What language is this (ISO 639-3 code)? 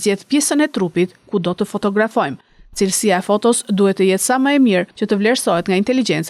sqi